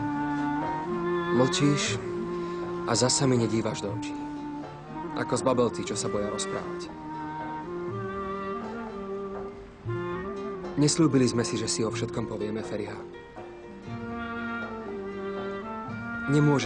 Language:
Slovak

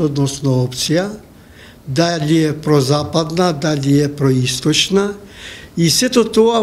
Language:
Macedonian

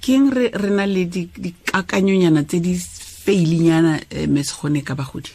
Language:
Tswana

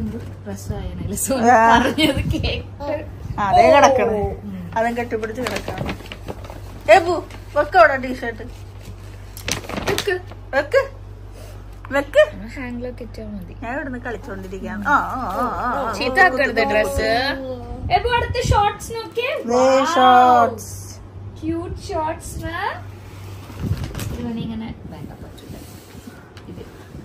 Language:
Malayalam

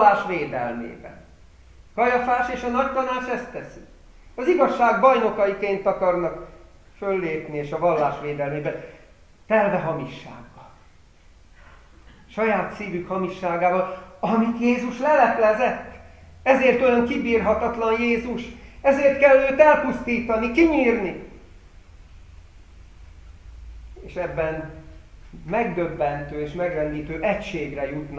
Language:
Hungarian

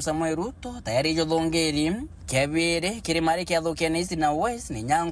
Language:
Meru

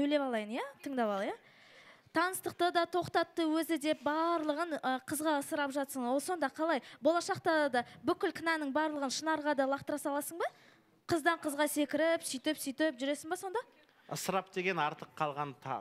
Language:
Kazakh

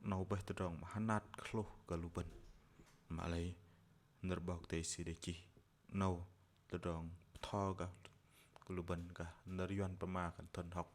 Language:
Bahnar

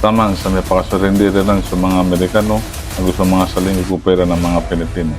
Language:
Maranao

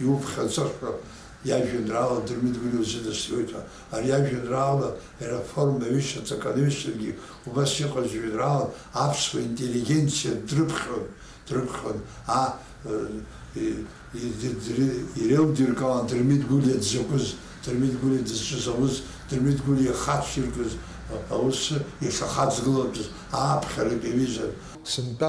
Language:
Abkhazian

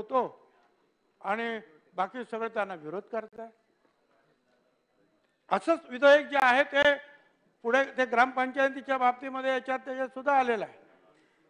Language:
Marathi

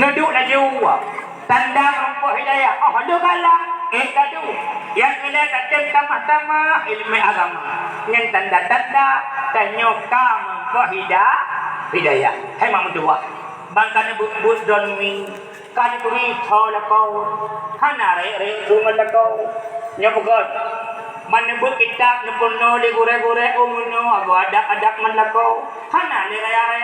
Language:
Achinese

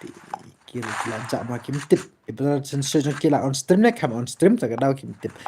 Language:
Khasi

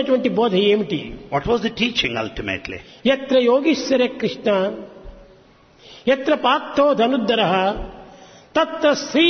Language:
Telugu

